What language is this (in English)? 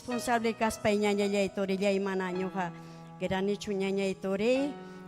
Ayacucho Quechua